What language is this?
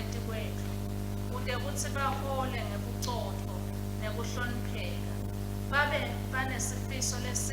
Swati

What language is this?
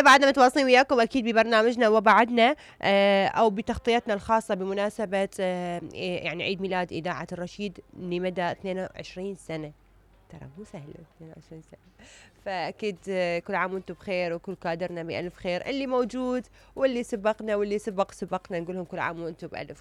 Mesopotamian Arabic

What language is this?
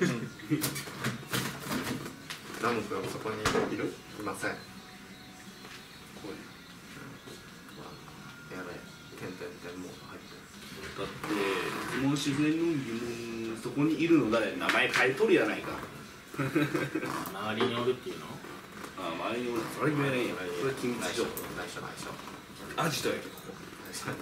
Japanese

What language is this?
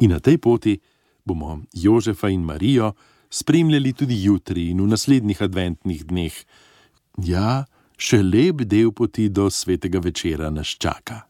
Slovenian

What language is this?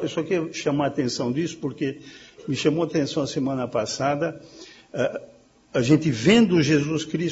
Portuguese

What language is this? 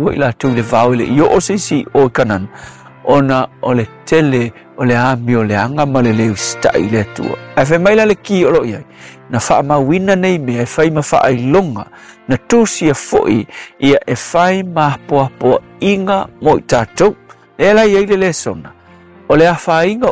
Samoan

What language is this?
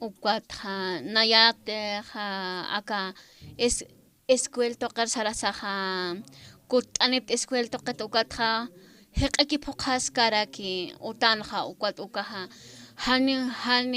Aymara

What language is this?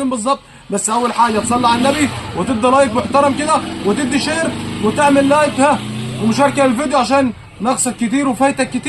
Egyptian Arabic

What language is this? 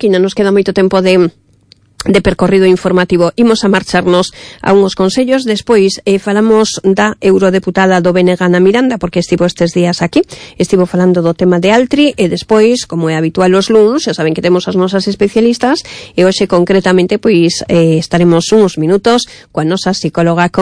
Galician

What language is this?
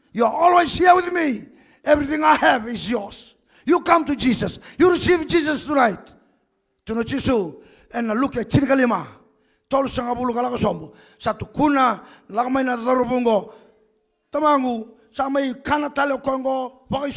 Fijian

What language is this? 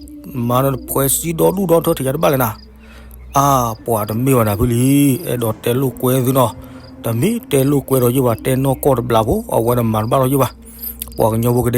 S'gaw Karen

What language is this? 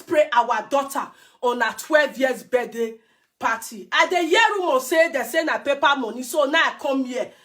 Nigerian Pidgin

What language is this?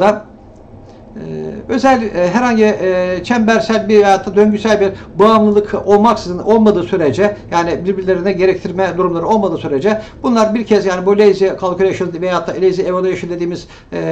Turkish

